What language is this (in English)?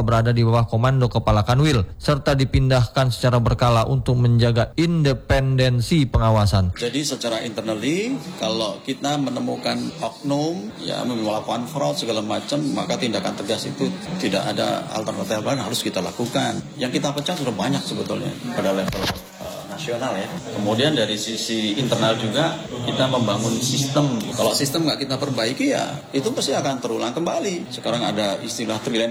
Indonesian